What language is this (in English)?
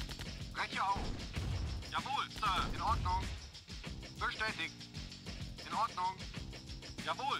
German